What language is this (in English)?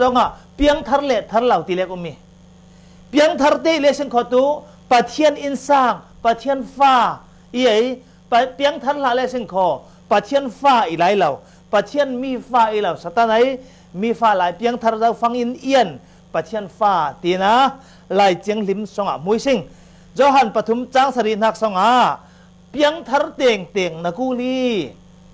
Falam Chin